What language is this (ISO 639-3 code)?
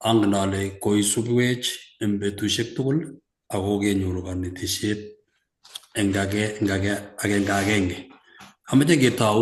kln